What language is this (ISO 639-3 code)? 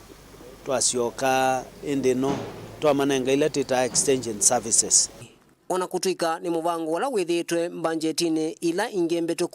kam